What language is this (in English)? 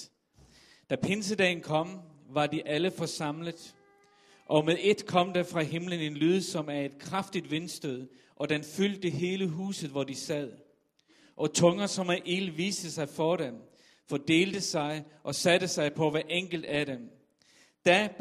Danish